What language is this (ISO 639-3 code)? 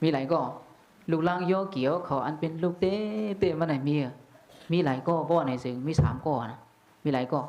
shn